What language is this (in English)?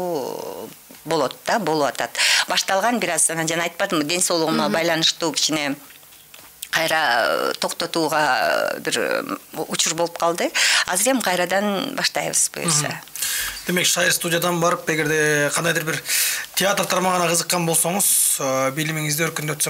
Kyrgyz